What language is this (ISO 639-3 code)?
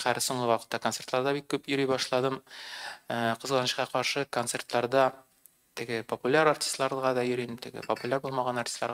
tat